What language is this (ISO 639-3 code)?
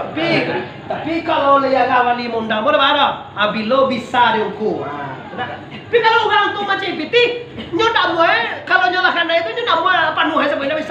min